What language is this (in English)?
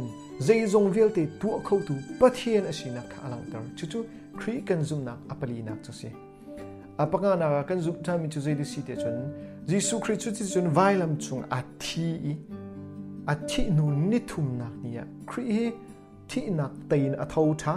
Hakha Chin